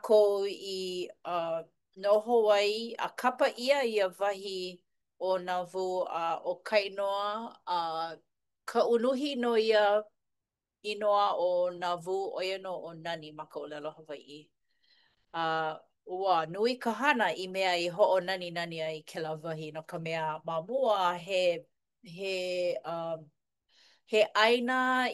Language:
Hawaiian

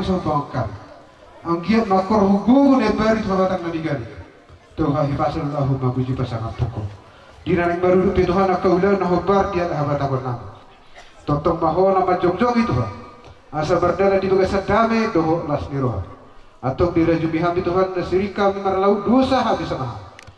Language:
Batak Toba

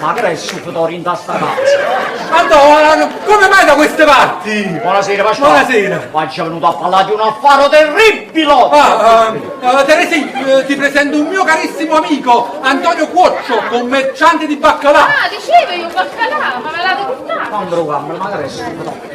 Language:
Neapolitan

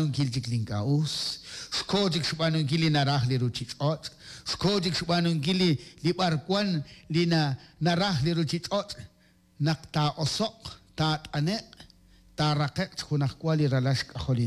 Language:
Kekchí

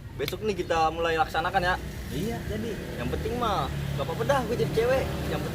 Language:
Betawi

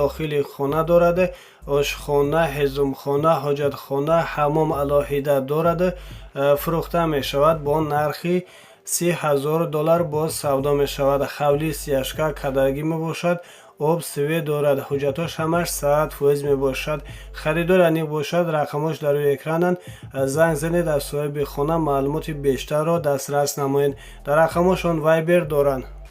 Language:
Tajik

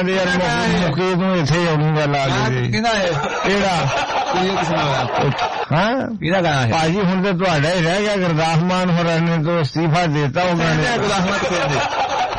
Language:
Punjabi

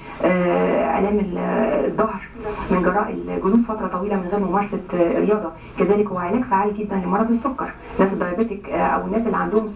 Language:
Egyptian Arabic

